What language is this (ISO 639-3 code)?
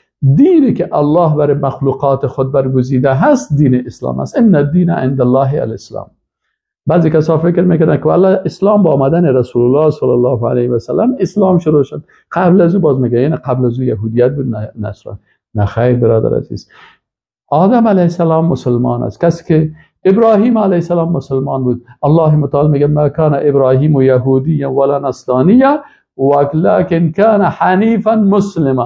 fas